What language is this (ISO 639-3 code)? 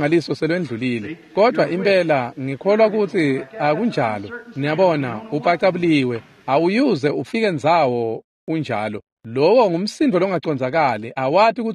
ssw